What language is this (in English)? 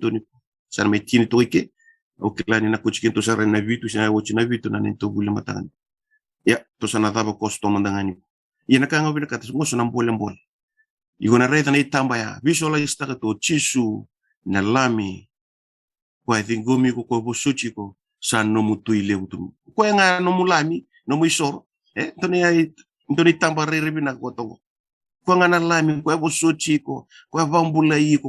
Fijian